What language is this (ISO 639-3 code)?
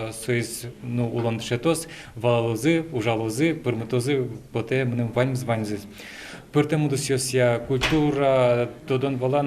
udm